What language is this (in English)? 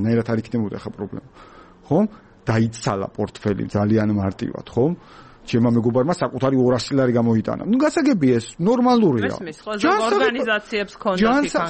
Georgian